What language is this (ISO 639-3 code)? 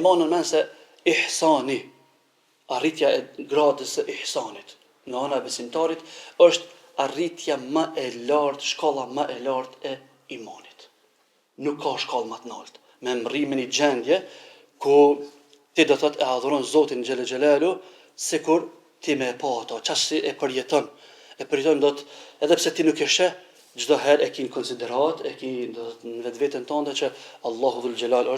sqi